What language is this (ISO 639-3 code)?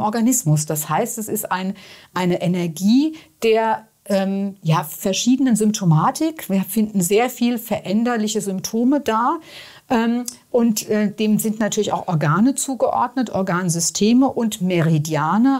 deu